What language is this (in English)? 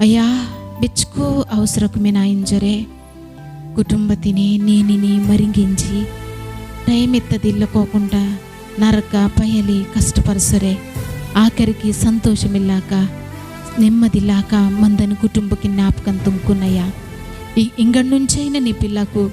Koya